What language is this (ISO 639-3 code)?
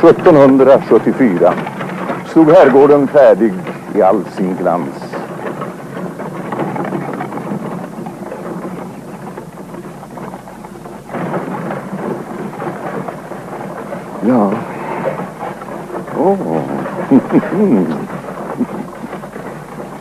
swe